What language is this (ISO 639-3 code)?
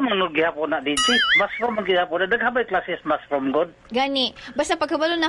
ceb